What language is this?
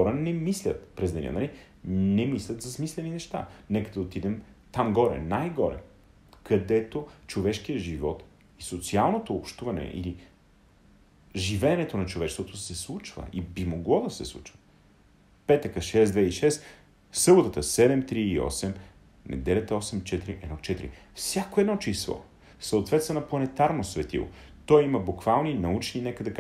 Bulgarian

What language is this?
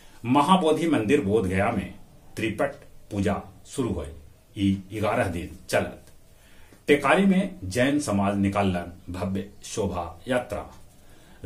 Magahi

